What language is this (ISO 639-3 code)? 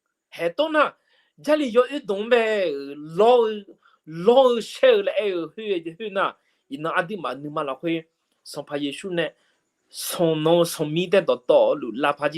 ahk